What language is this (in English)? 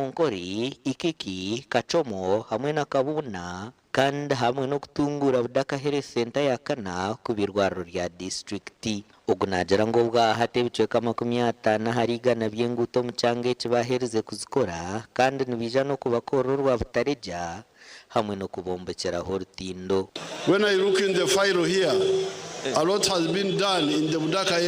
Nyankole